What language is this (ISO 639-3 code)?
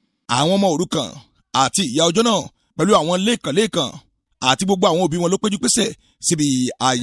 yor